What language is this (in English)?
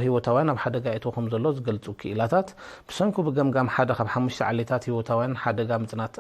Tigrinya